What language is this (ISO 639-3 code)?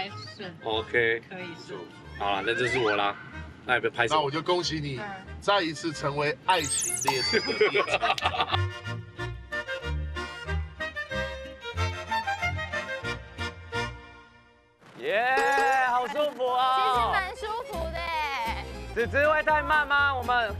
zho